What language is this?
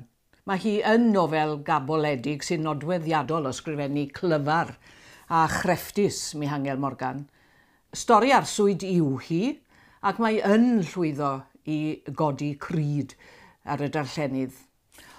Welsh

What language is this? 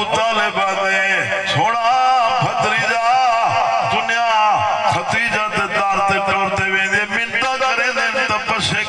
Saraiki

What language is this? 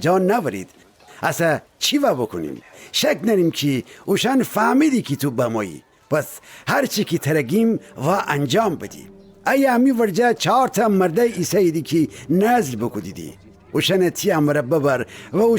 Gilaki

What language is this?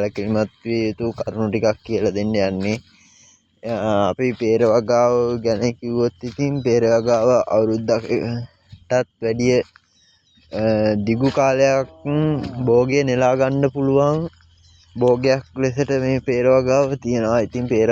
Sinhala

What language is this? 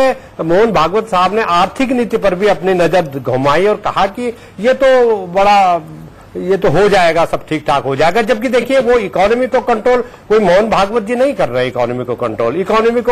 Hindi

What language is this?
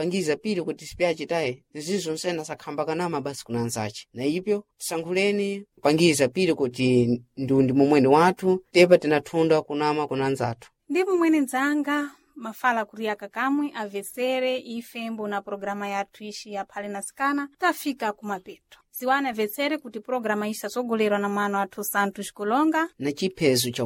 Sena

